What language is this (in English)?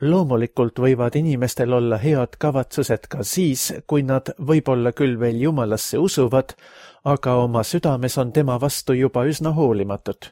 Estonian